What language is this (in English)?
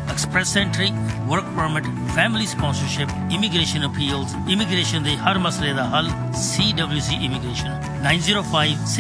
Punjabi